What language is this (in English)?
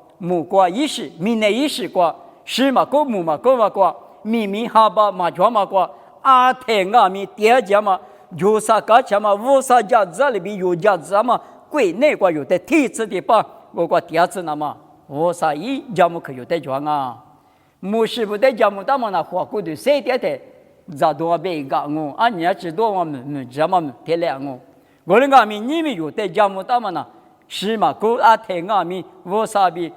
Lisu